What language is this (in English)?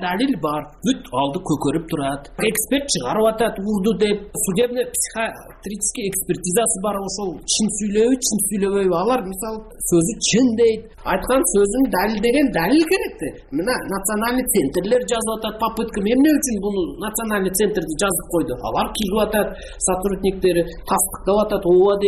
Kyrgyz